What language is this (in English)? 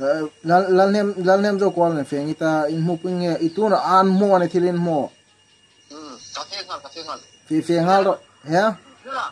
Hmar